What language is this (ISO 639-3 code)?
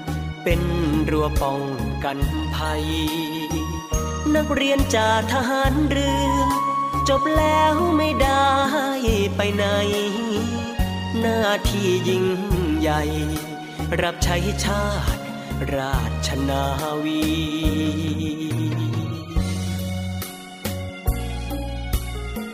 tha